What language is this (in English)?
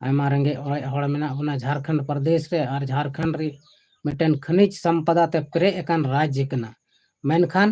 Santali